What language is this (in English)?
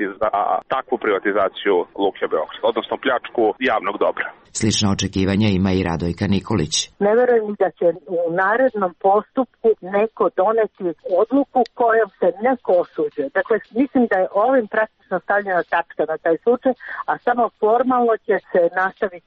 Serbian